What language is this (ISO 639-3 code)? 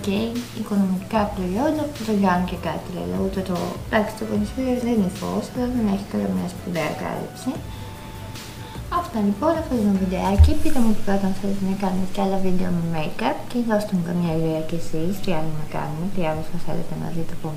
ell